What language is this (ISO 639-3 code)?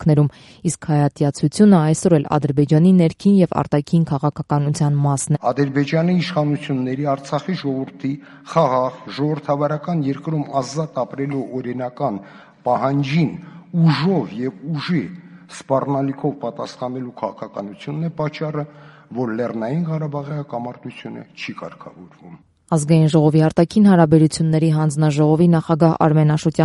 hye